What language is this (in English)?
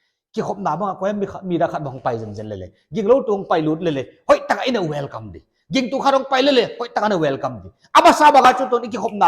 Paite Chin